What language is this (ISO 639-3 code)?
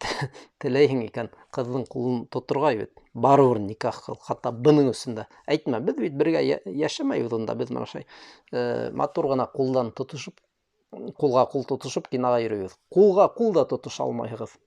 bak